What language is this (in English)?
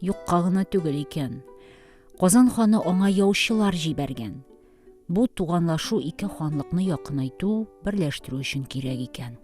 Tatar